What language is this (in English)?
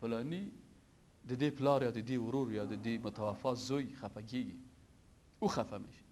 Persian